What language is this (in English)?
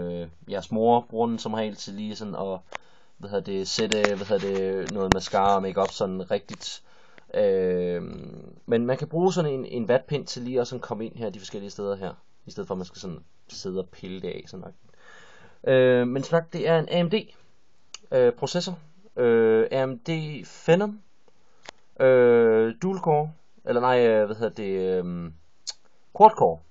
Danish